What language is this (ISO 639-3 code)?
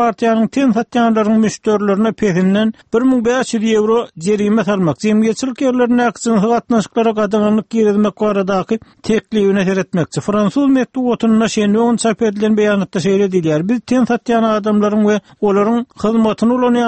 tuk